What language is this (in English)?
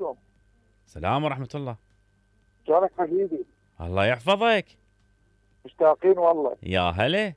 Mesopotamian Arabic